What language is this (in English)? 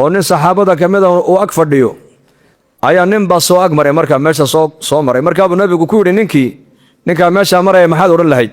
Somali